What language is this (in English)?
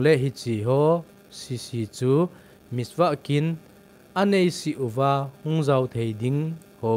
Thado Chin